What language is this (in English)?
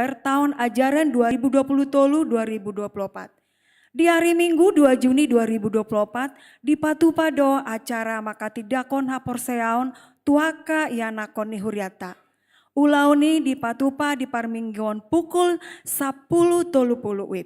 Batak Toba